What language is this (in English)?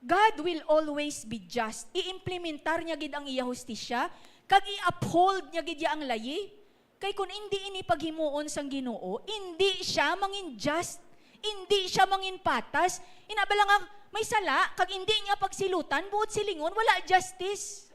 Hiligaynon